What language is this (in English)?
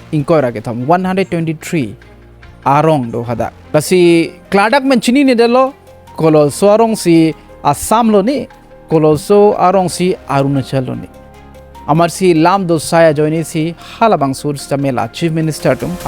Karbi